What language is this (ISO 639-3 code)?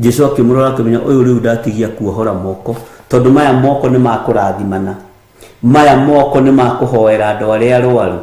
kik